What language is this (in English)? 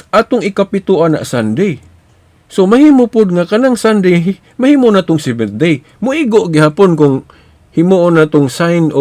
Cebuano